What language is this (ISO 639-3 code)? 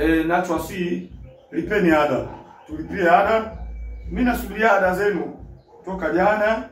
swa